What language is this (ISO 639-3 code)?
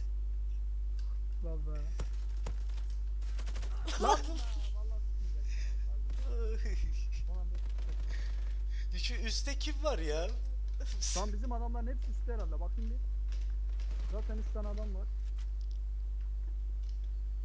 tur